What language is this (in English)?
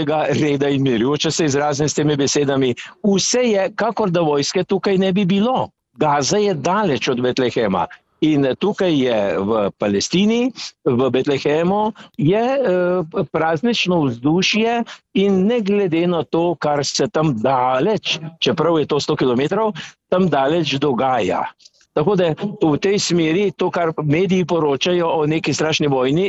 Slovenian